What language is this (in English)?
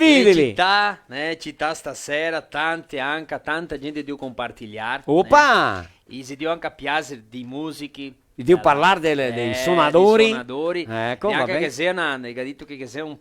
Venetian